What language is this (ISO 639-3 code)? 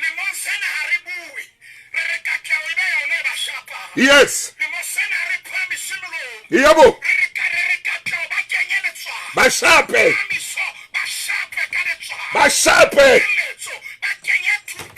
sot